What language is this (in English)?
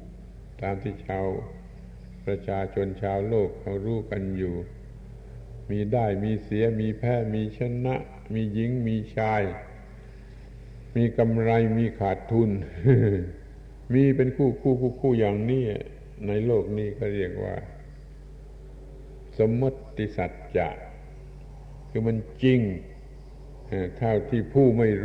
Thai